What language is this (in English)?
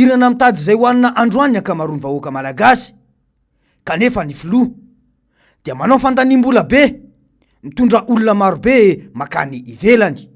Malagasy